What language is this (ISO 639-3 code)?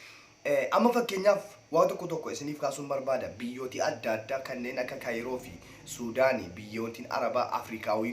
orm